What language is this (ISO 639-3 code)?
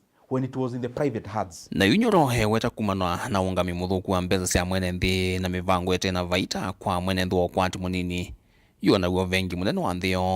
kam